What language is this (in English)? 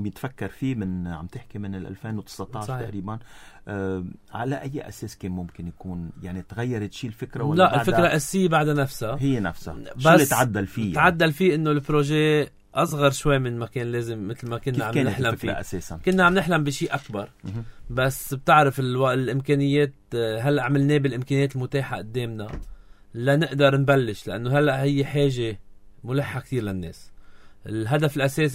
North Levantine Arabic